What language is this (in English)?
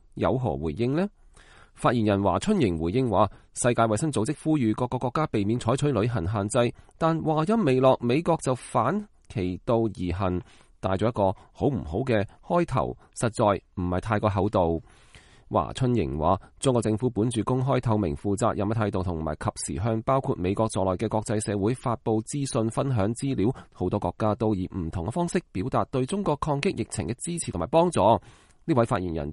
Cantonese